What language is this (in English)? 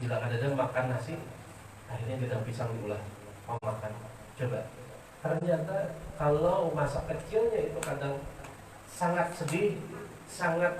Banjar